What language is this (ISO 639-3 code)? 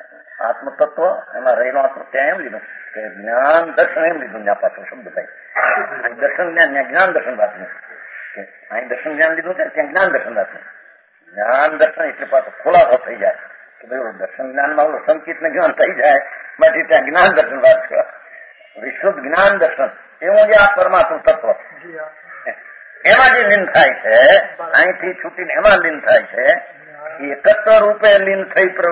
guj